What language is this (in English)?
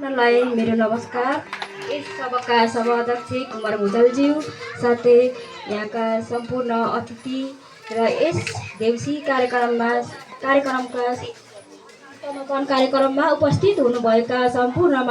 Nepali